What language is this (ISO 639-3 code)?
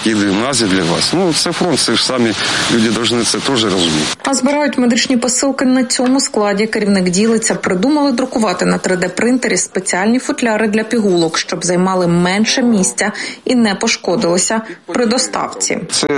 ukr